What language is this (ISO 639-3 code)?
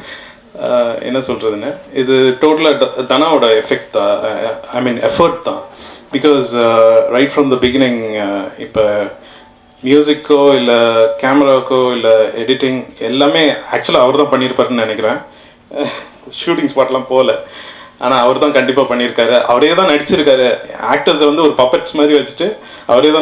tam